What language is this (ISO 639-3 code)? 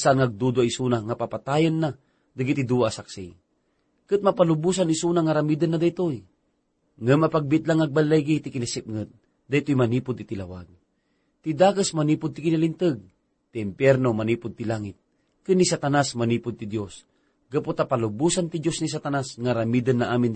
ilo